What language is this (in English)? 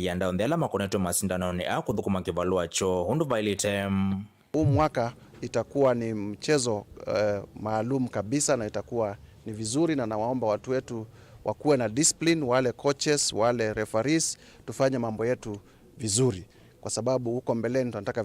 Kamba